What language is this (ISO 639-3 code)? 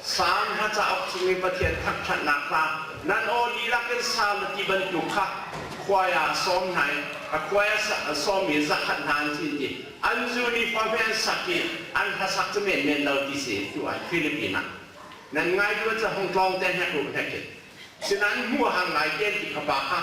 cnh